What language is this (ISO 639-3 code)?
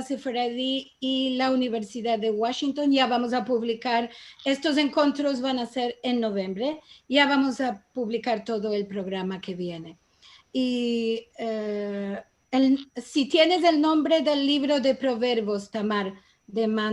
lad